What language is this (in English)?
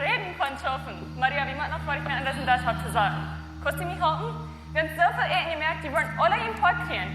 Plautdietsch